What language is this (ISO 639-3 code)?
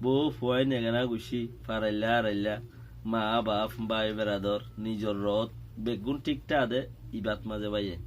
rhg